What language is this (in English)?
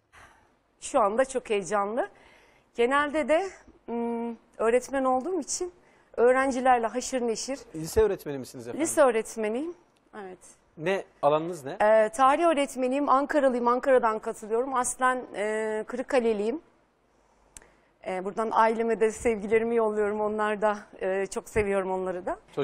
Turkish